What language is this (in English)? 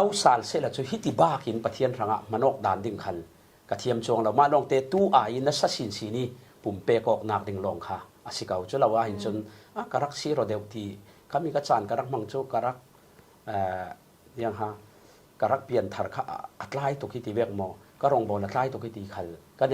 Falam Chin